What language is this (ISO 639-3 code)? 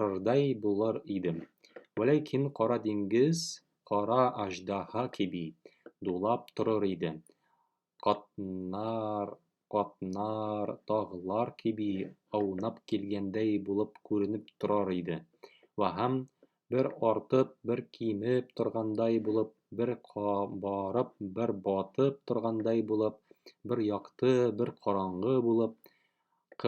tat